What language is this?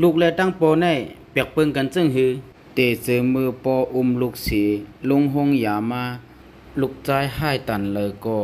Shan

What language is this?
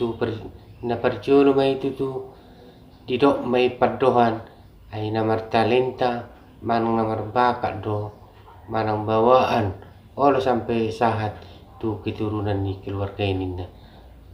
Batak Toba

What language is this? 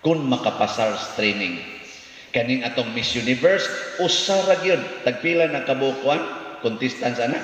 Cebuano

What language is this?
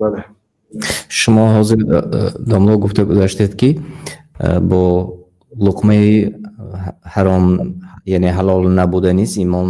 Tajik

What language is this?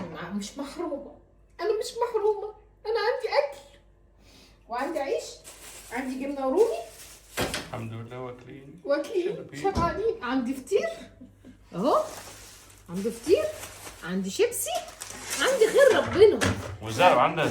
Egyptian Arabic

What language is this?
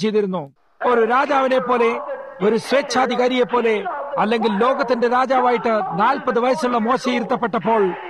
Malayalam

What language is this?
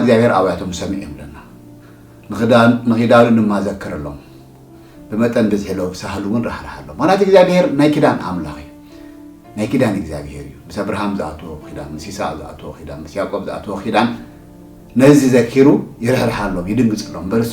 Tigrinya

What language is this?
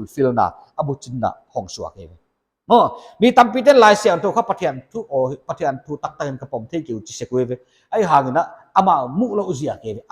Paite Chin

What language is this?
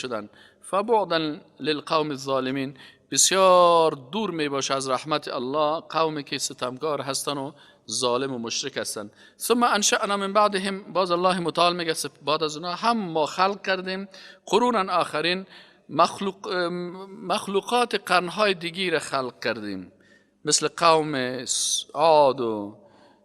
Persian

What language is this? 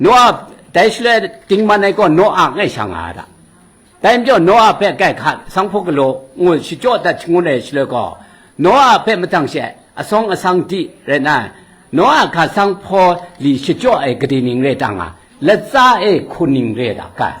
Kachin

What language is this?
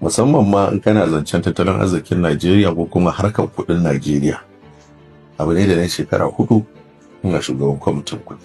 Hausa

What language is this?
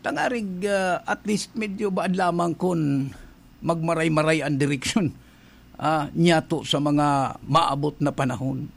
Bikol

